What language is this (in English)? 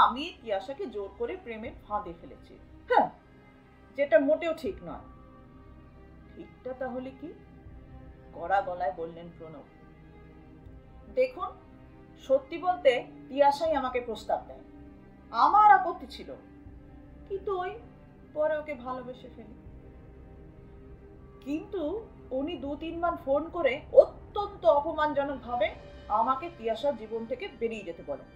Bangla